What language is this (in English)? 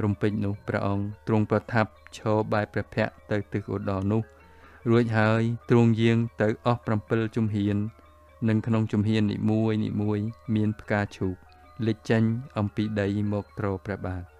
Khmer